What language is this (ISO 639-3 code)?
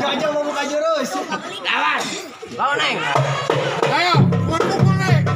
bew